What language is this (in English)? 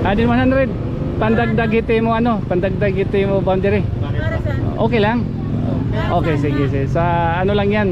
Waray